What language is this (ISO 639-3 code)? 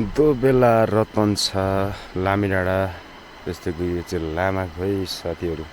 nep